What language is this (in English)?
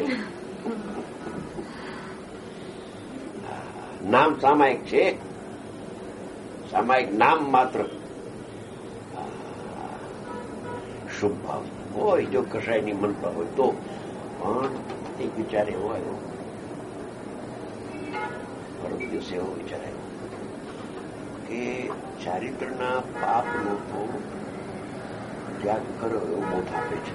Gujarati